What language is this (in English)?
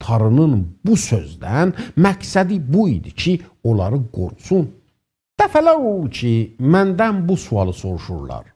South Azerbaijani